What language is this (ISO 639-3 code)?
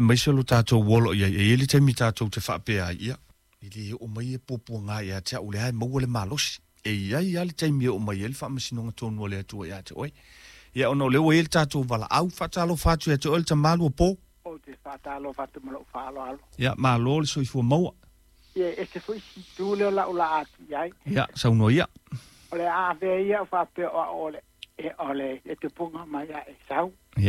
smo